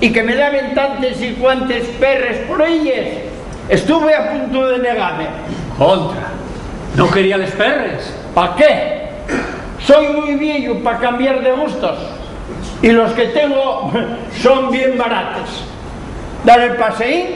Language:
Asturian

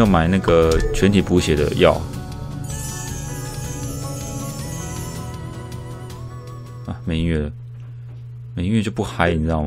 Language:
Chinese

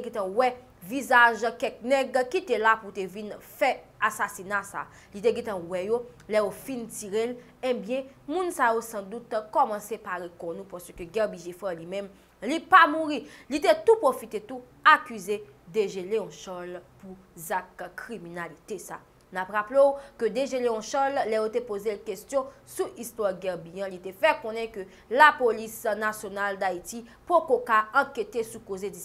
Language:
Haitian Creole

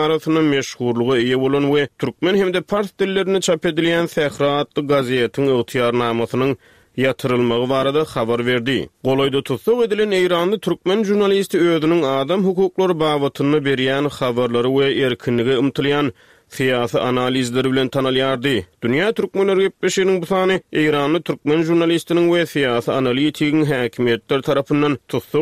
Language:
Turkmen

